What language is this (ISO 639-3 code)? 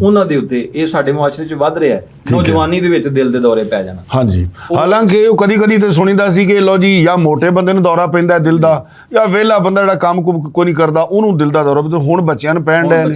lah